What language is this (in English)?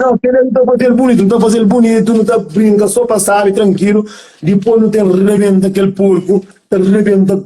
Kabuverdianu